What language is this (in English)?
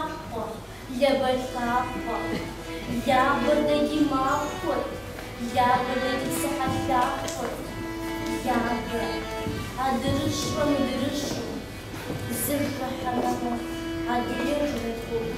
Kabardian